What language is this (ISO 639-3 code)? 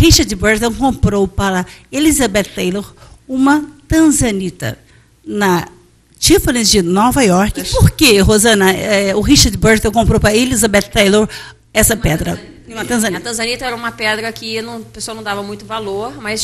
por